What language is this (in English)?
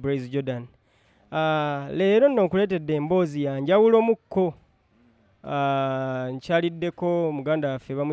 Ganda